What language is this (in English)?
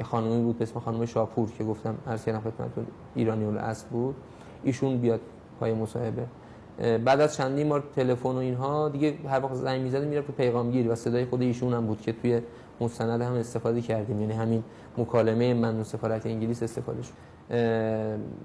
Persian